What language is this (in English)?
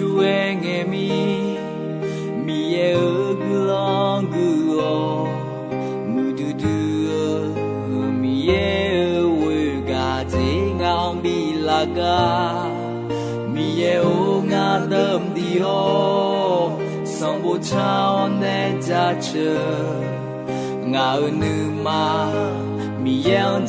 Akha